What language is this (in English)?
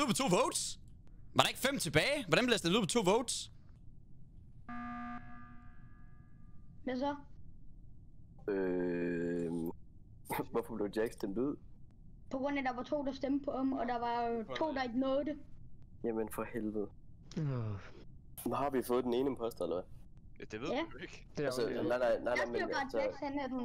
Danish